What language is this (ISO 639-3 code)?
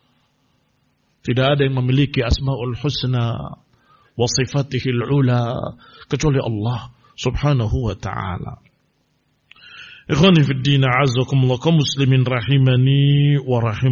ind